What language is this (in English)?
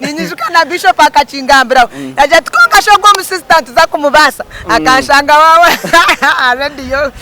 Nyankole